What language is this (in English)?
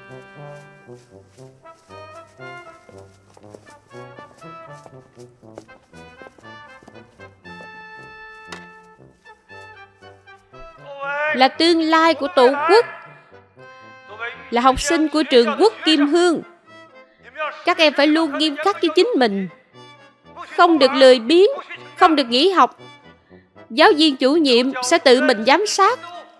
Vietnamese